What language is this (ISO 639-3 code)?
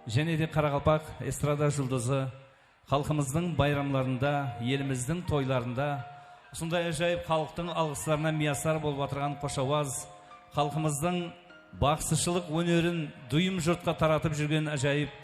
kaa